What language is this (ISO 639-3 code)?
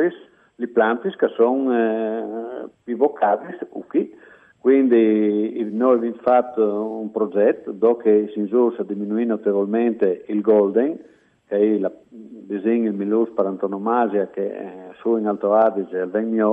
fur